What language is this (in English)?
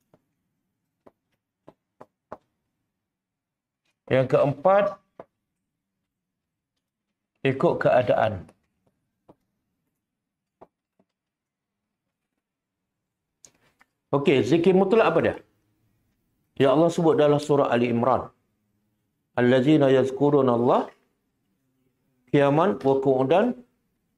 Malay